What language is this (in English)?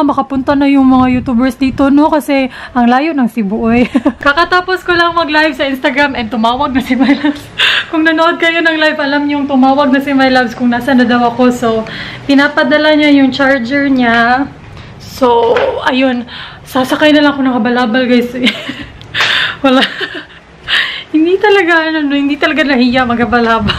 Filipino